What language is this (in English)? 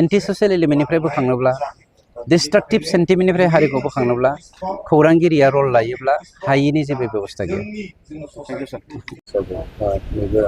Bodo